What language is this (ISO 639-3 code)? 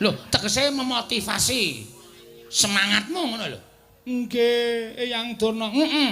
jav